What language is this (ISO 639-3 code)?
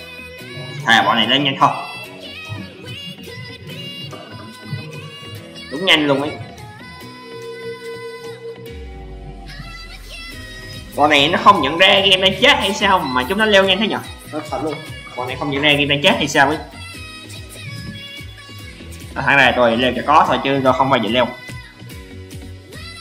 vie